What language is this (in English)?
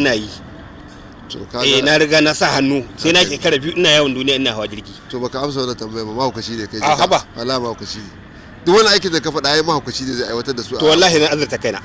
Hausa